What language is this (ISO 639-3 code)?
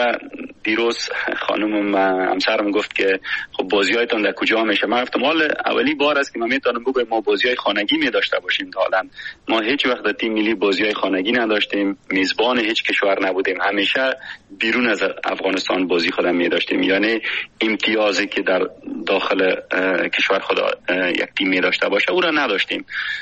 fas